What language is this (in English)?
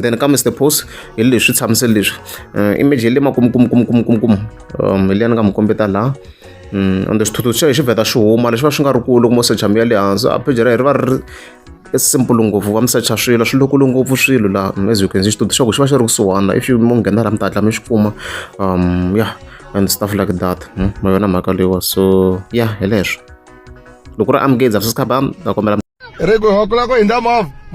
Tsonga